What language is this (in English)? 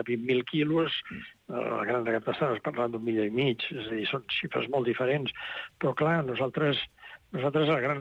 Catalan